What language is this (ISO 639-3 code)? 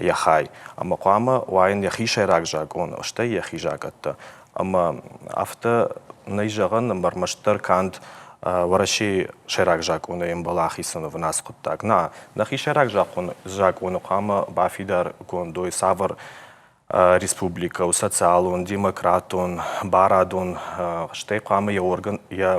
oss